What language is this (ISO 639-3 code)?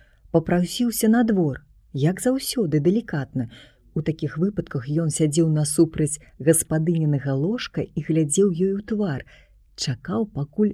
bel